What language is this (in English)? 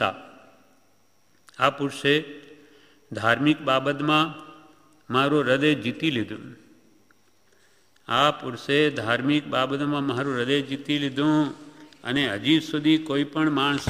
Gujarati